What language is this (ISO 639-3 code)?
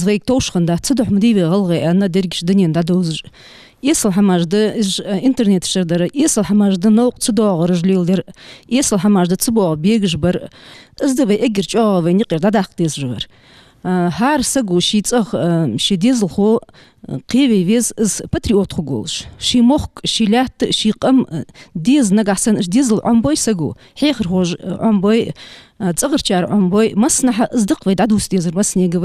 inh